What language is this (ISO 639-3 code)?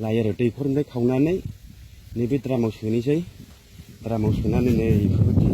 brx